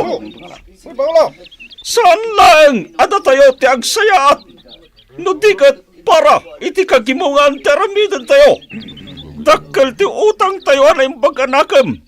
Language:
Iloko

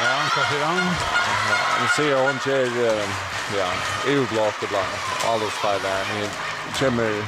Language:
Faroese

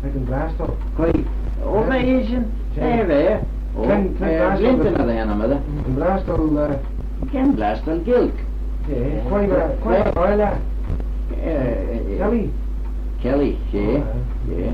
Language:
Manx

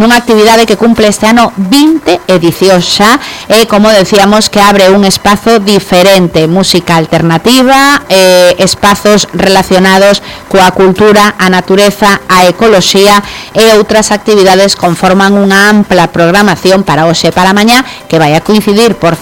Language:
Galician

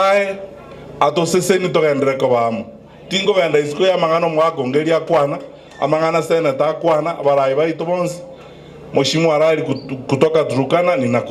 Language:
Gusii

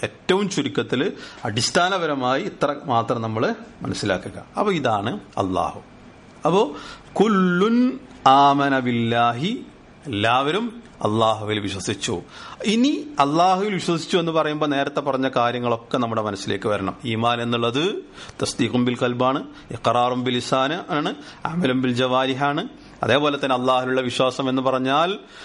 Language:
Malayalam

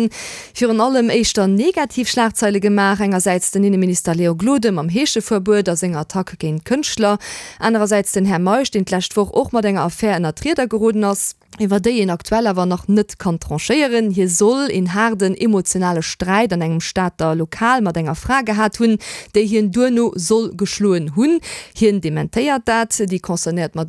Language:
Luxembourgish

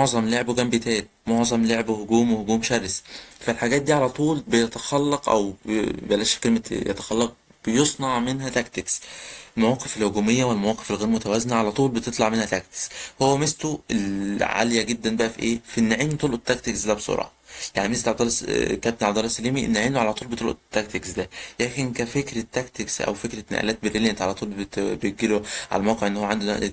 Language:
Egyptian Arabic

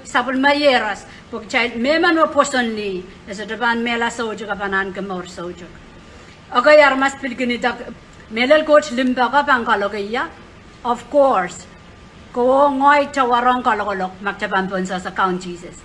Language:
Pohnpeian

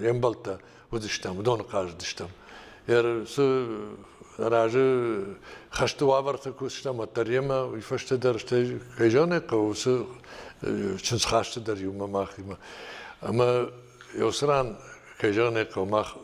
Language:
Ossetic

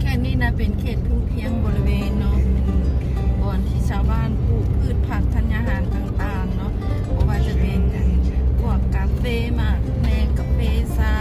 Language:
Lao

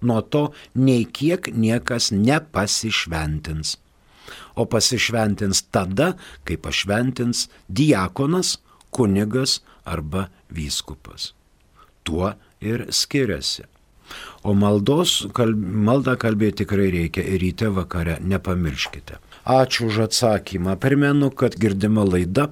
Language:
Lithuanian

